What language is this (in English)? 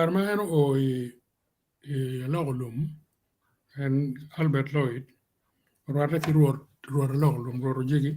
Acoli